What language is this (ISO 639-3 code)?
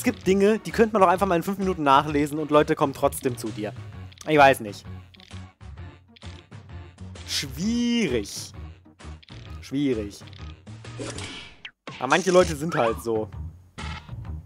deu